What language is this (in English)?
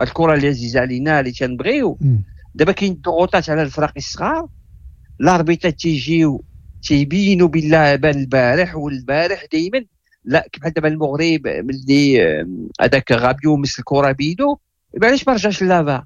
Moroccan Arabic